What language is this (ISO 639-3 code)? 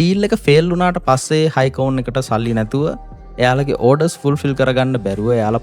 sin